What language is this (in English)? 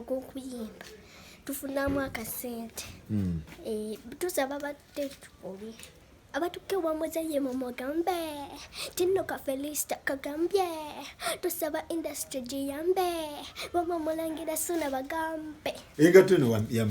Ganda